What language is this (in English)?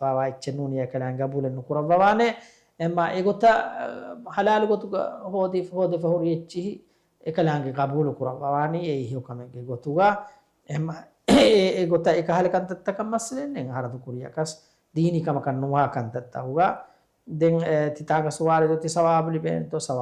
Divehi